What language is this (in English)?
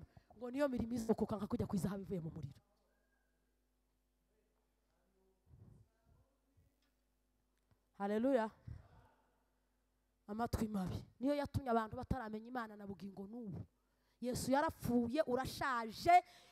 Kinyarwanda